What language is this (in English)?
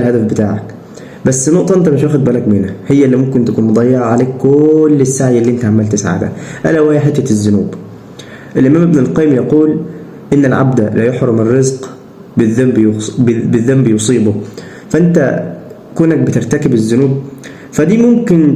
Egyptian Arabic